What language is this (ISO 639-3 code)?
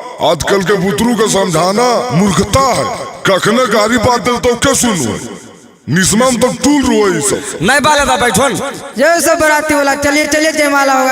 mag